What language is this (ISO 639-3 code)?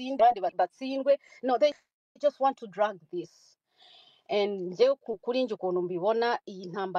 kin